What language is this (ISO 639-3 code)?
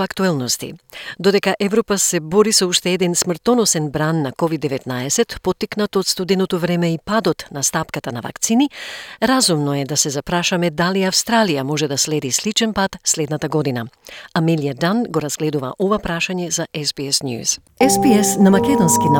mkd